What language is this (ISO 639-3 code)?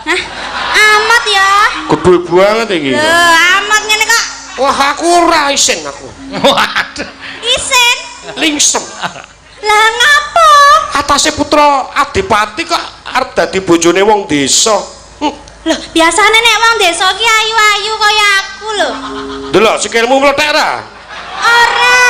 jav